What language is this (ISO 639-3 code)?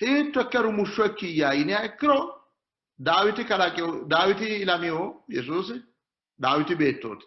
sid